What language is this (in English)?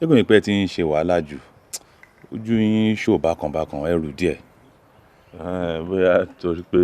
Yoruba